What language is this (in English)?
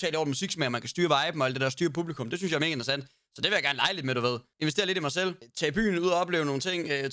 Danish